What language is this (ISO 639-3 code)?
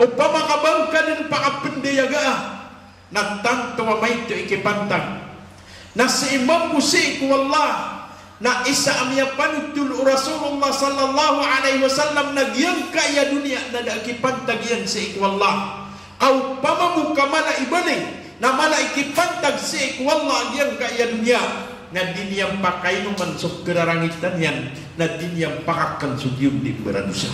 mrw